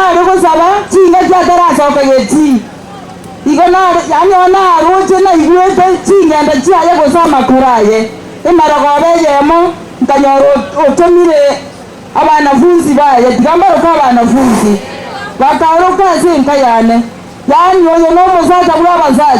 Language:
Gusii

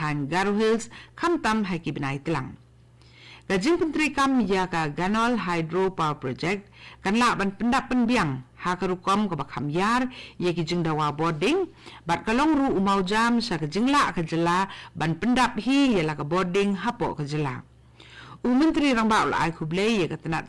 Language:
Khasi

